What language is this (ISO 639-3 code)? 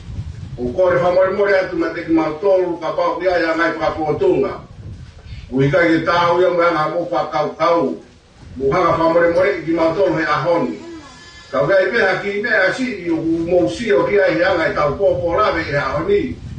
ton